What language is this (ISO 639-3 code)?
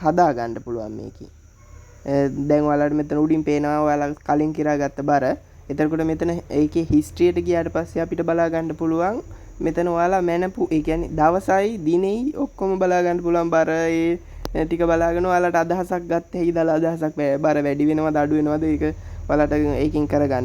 sin